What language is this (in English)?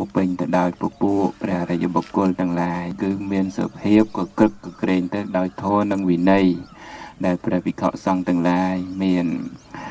Khmer